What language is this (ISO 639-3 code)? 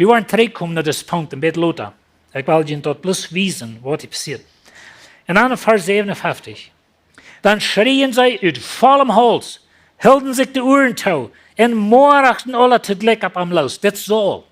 pdt